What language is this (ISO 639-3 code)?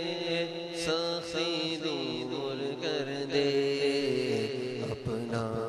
urd